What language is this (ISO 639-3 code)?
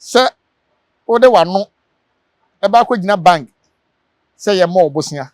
aka